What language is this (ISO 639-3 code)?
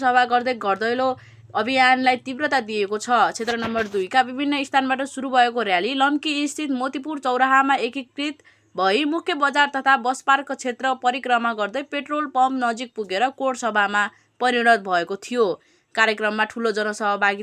nep